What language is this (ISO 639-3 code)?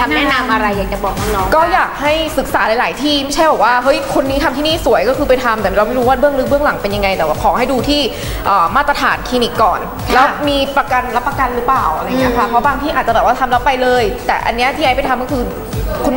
tha